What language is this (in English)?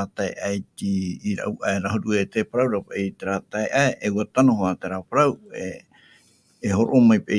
Tahitian